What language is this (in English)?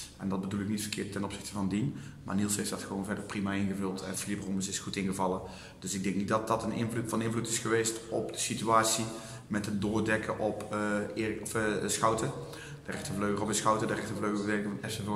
Dutch